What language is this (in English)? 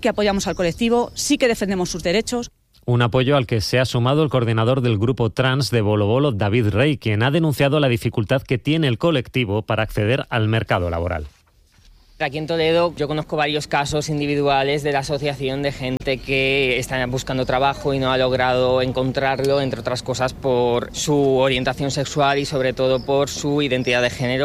Spanish